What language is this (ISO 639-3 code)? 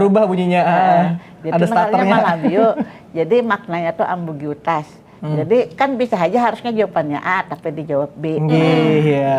bjn